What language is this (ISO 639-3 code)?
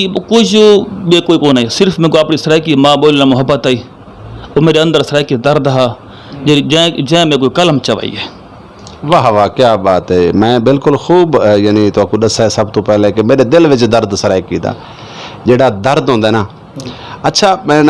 skr